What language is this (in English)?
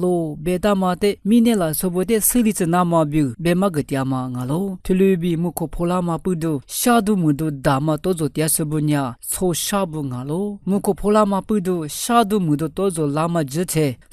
Lisu